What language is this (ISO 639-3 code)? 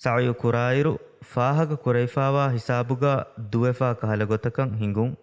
div